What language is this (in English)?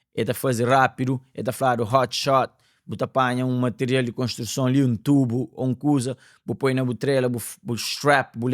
Kabuverdianu